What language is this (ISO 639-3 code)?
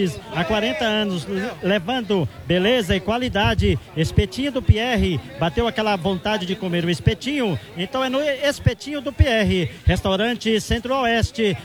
por